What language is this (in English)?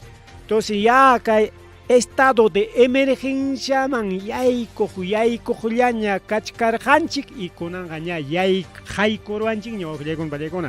Ayacucho Quechua